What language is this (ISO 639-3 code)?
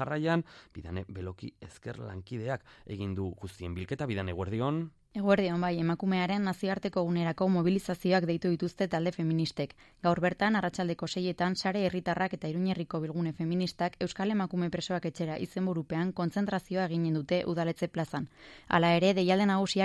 eus